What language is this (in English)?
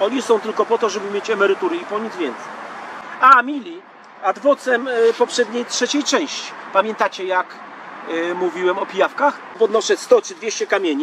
Polish